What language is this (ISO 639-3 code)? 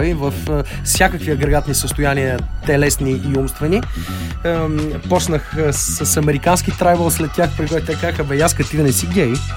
bul